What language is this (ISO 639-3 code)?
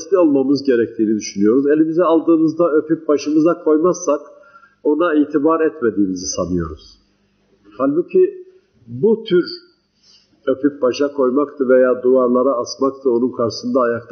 tur